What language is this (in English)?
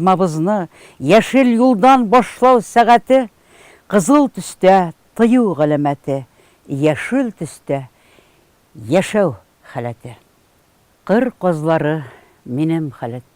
Tatar